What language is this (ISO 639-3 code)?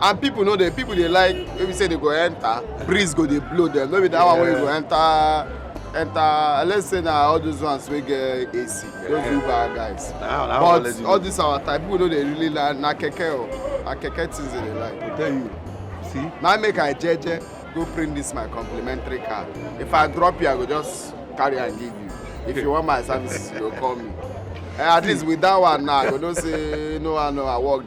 pcm